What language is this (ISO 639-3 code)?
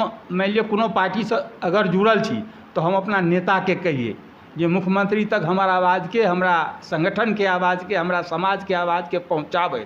mai